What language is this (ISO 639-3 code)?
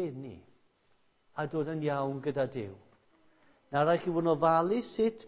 cym